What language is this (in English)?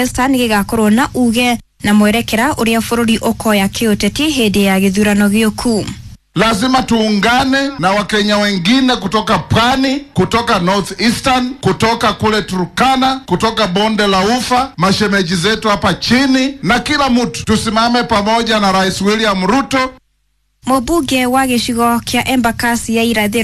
Kikuyu